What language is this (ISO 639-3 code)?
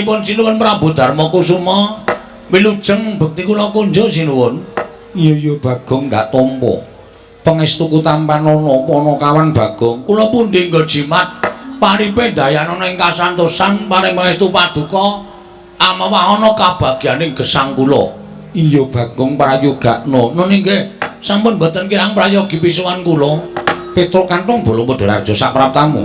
jav